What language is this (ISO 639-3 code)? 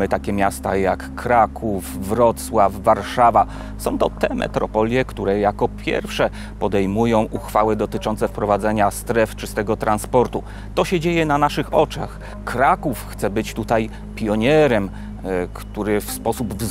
pol